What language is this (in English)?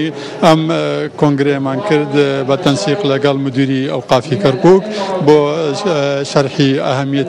Central Kurdish